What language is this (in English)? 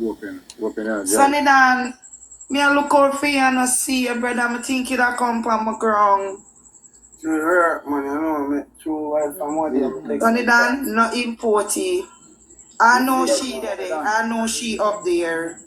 Jamaican Creole English